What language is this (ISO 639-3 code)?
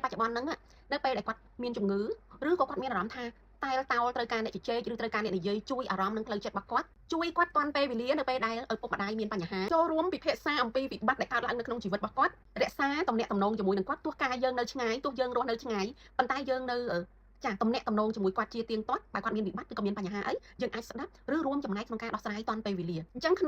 khm